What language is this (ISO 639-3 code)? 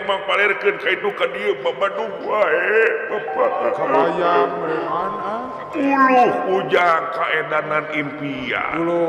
sun